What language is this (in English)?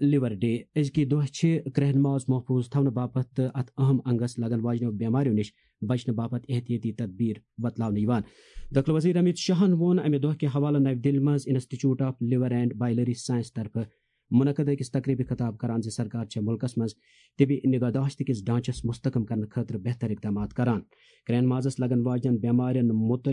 Kashmiri